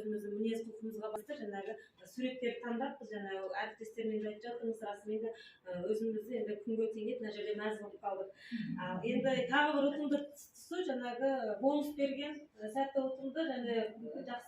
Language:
Kazakh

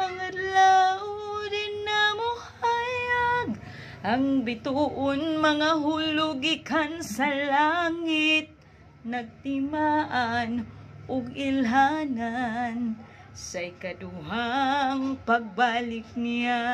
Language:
Cebuano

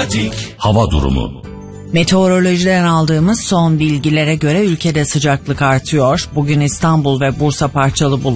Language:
Turkish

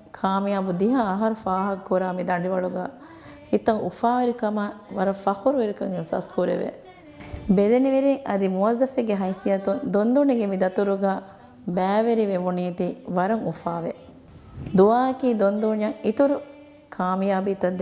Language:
Divehi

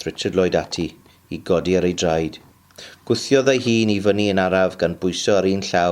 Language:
Welsh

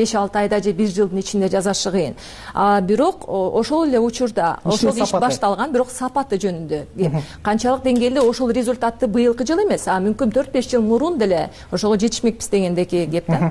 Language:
Kyrgyz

